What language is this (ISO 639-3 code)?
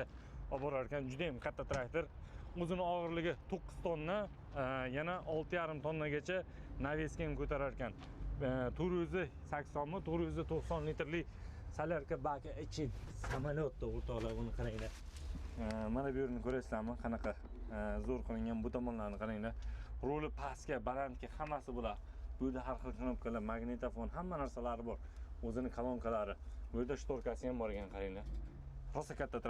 uzb